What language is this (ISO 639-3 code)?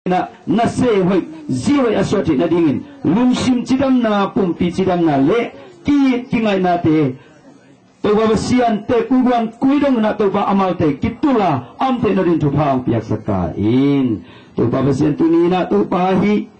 ctd